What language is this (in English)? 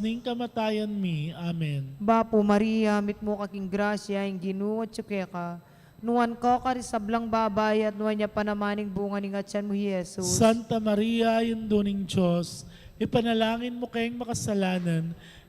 Pampanga